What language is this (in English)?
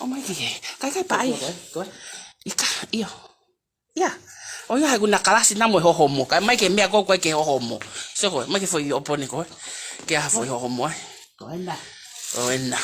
Tongan